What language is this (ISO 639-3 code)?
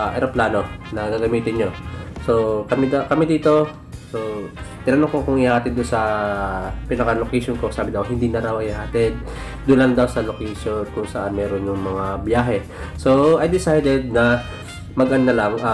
fil